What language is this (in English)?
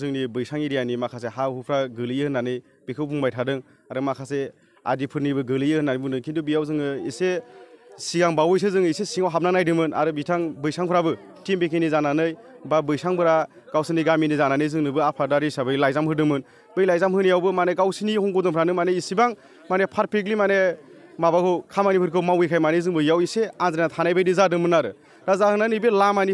Bodo